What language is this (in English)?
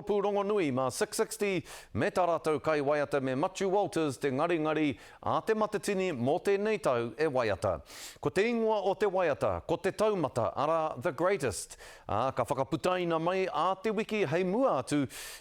Māori